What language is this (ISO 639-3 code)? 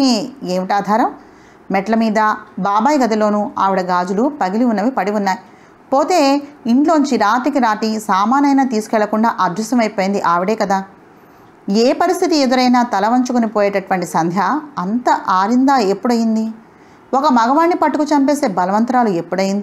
tel